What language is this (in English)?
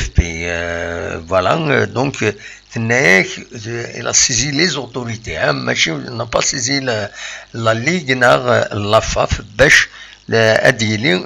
Kabyle